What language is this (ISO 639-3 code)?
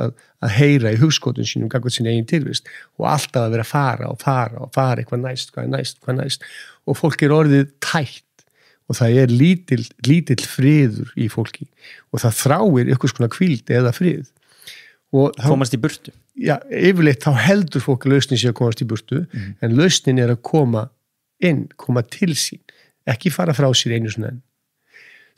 isl